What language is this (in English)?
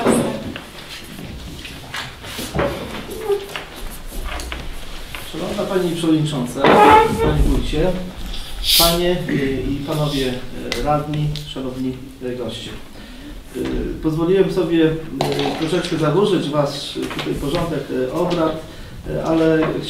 Polish